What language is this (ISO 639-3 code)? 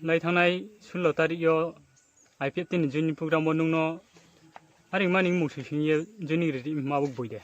ria